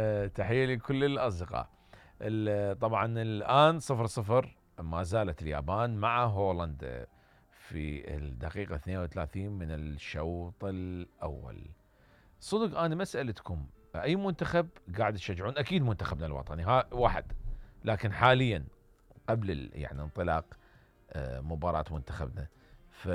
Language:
Mesopotamian Arabic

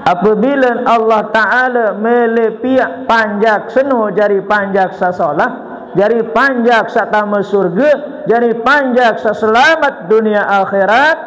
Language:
Sasak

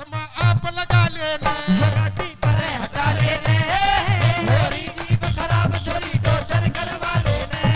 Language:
Haryanvi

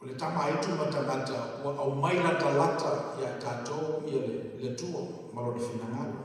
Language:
Samoan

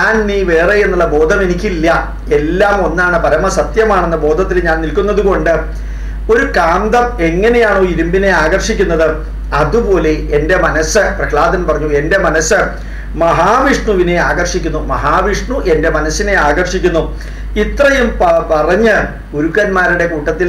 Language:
Malayalam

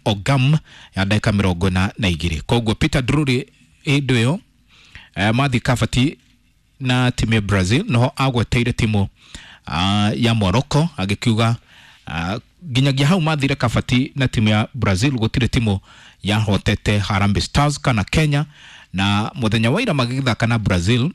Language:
Kikuyu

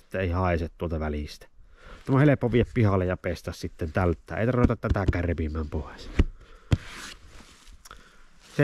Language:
Finnish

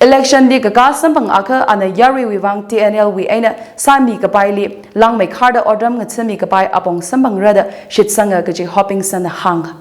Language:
Tangkhul Naga (India)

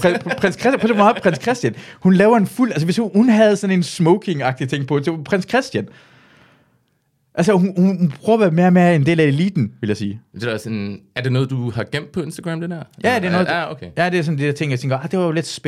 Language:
Danish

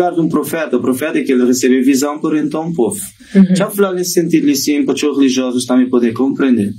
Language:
Kabuverdianu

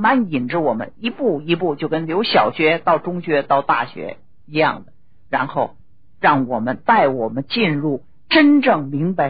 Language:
Chinese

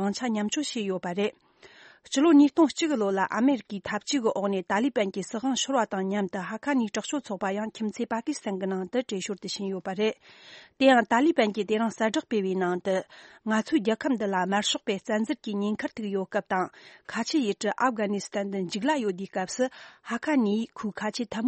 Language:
Tibetan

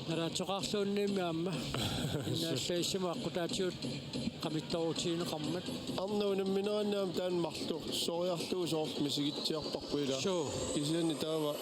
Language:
Kalaallisut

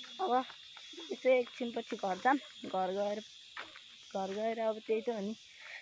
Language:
Nepali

